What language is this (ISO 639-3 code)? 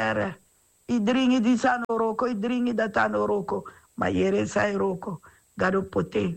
srn